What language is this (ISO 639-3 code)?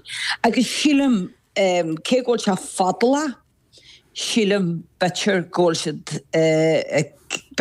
gle